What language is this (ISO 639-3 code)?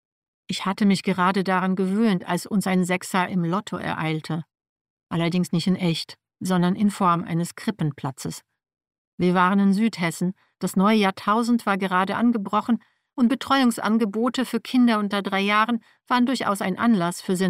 deu